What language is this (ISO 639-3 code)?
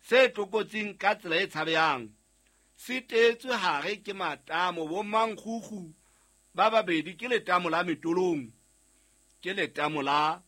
sot